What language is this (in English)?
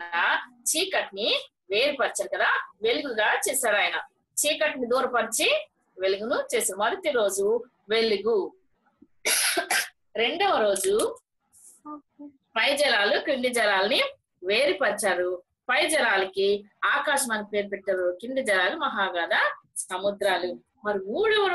Telugu